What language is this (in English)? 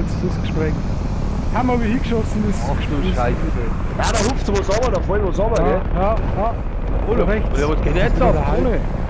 Bavarian